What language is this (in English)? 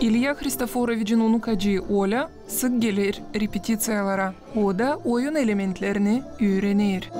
Gagauz